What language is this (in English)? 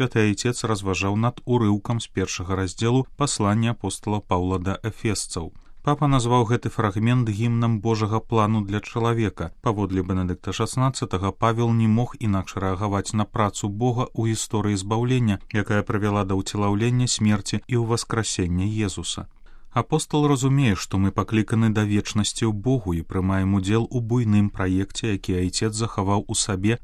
Belarusian